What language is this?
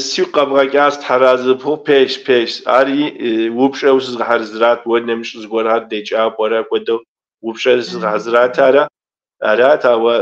Kabardian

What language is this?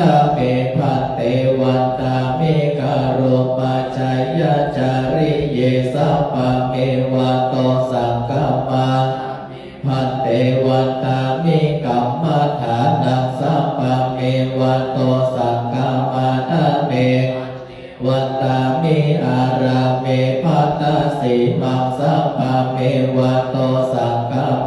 Pali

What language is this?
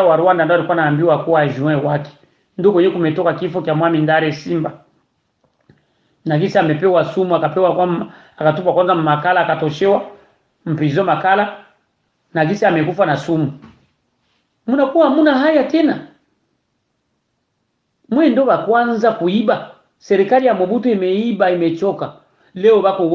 Swahili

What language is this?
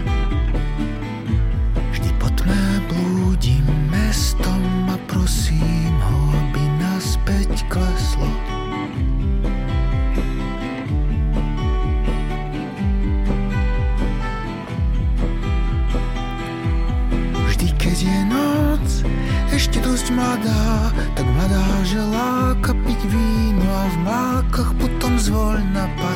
Slovak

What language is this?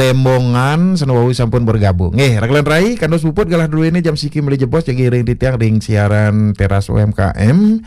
Balinese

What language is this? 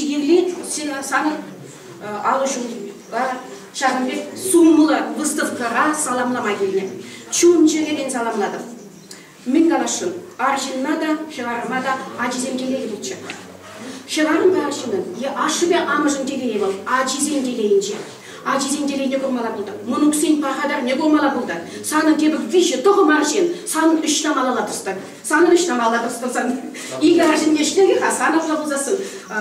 Chuvash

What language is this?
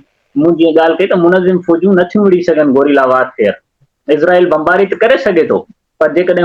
Sindhi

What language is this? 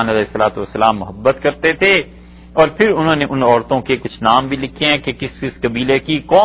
Urdu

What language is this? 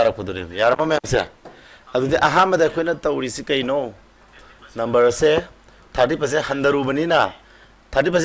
Manipuri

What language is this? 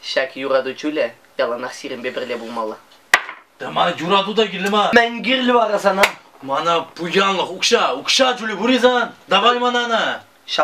Chuvash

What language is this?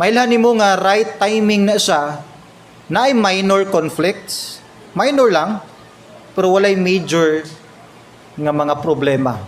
Cebuano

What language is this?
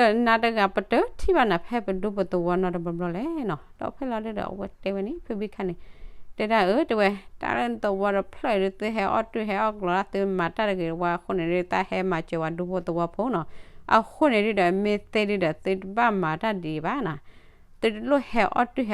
S'gaw Karen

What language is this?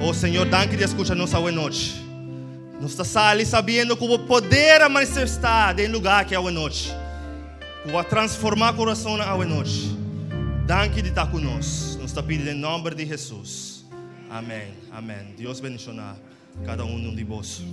Papiamento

